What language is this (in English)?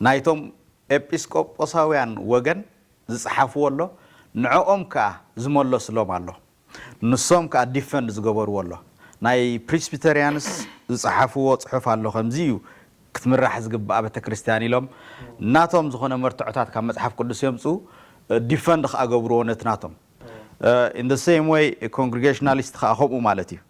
Tigrinya